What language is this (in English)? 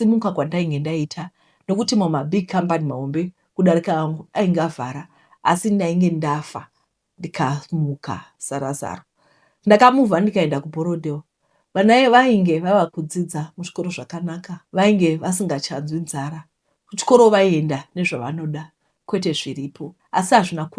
Shona